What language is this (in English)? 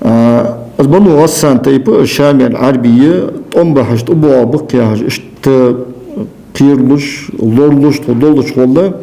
Ingush